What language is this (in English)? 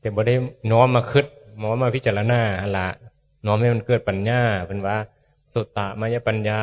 Northeastern Thai